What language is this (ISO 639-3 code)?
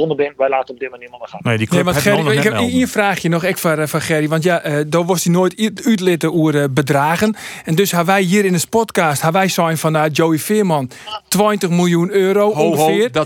fry